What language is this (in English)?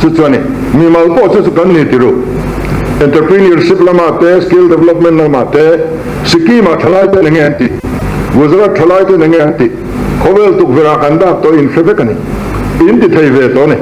Mizo